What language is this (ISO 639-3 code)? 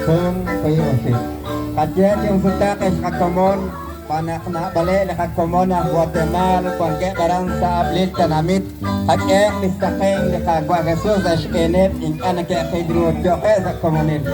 kek